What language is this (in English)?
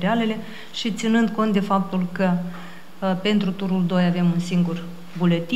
Romanian